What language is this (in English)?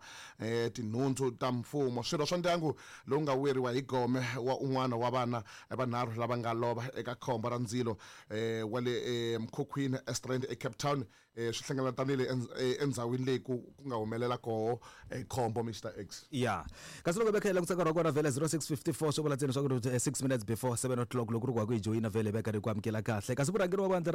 Tsonga